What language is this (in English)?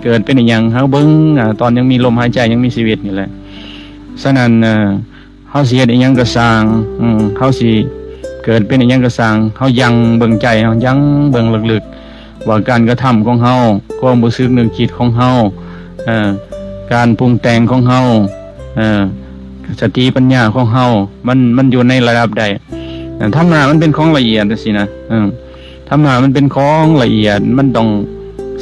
Lao